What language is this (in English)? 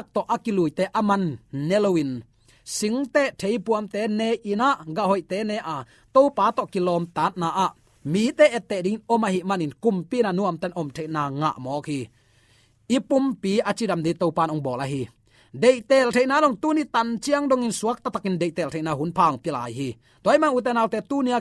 Tedim Chin